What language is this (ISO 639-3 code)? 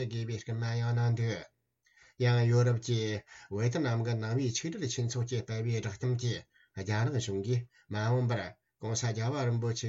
bod